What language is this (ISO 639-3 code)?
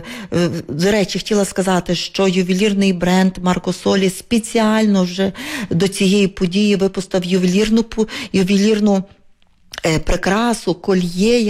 ukr